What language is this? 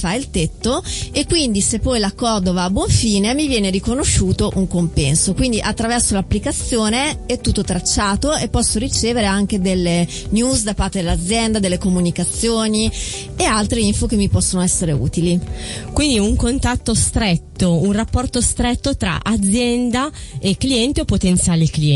Italian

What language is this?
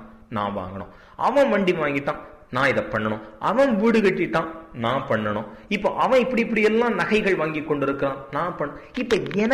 Tamil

